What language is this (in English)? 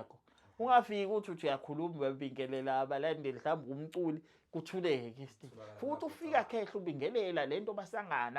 Zulu